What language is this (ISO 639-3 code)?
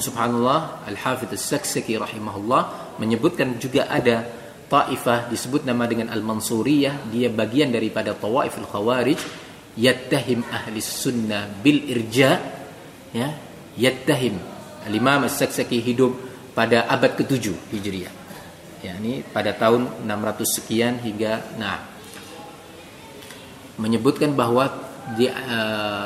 ind